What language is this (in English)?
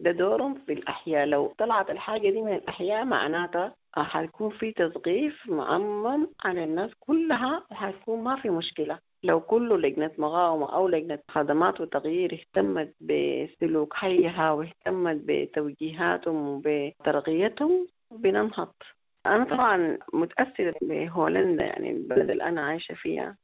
Sudanese Arabic